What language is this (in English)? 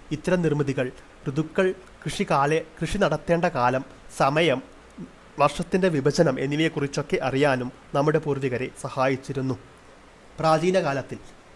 Malayalam